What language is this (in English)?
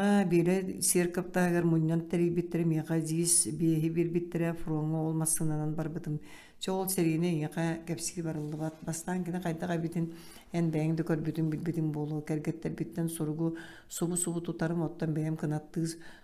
Yakut